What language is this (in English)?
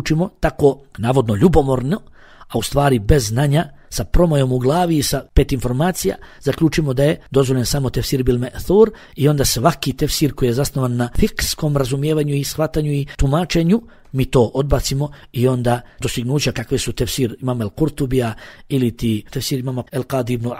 Bosnian